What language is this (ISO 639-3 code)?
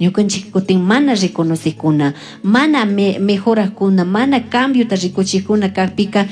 qug